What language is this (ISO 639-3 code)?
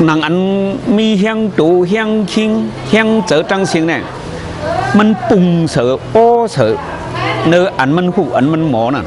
shn